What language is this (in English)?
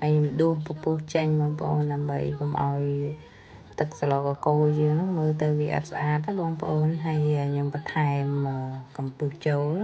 Khmer